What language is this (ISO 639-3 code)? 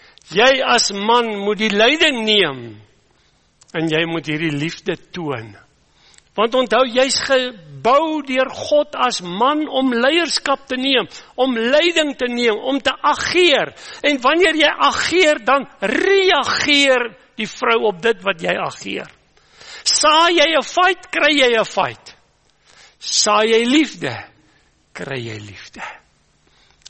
afr